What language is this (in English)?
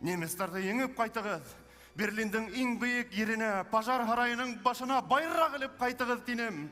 Bashkir